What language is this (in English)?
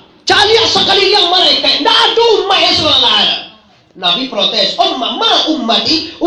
Minangkabau